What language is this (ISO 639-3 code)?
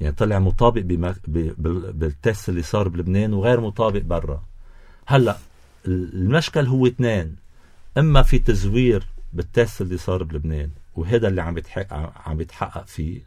apc